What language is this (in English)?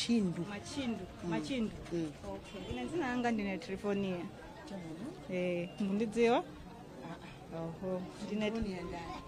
Nyanja